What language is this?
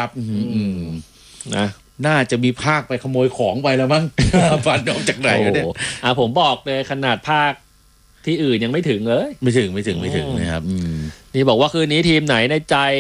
Thai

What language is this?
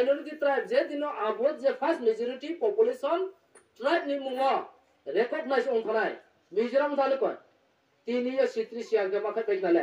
Riang (India)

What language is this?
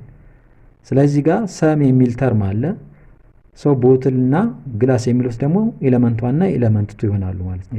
Amharic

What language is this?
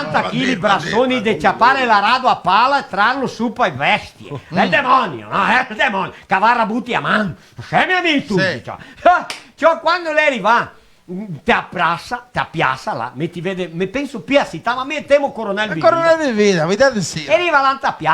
Venetian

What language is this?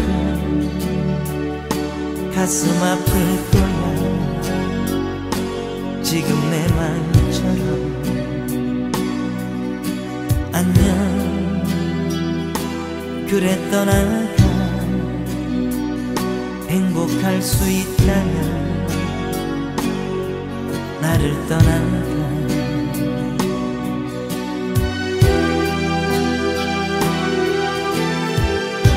Korean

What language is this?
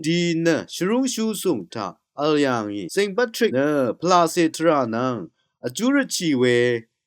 Rawang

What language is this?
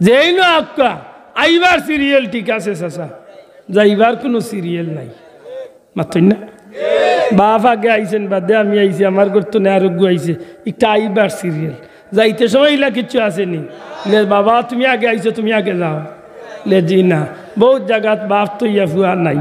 Sylheti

